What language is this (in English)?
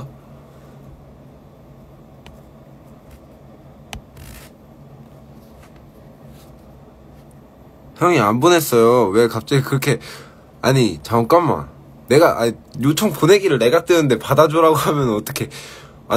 Korean